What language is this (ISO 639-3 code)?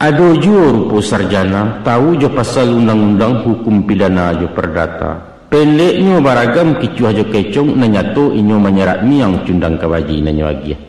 min